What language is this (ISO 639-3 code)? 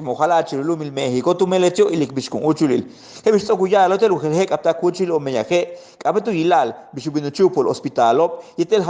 yua